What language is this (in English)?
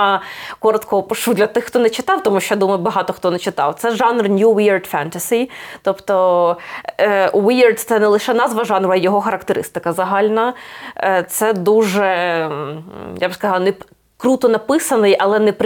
Ukrainian